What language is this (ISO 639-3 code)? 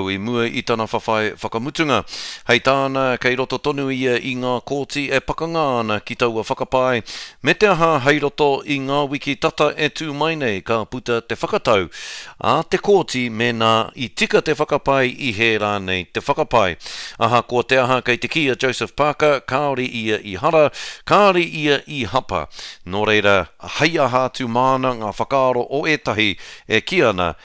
mri